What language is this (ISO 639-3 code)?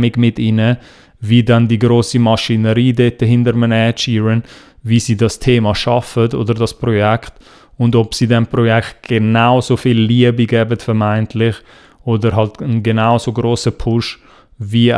gsw